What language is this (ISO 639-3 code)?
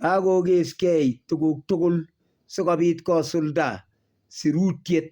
kln